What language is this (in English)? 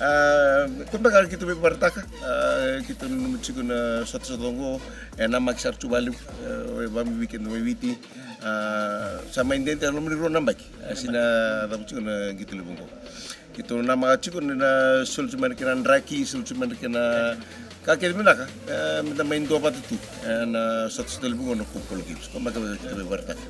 Fijian